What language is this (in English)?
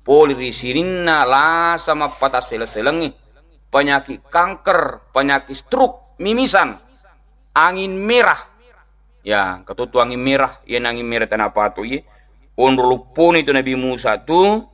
Buginese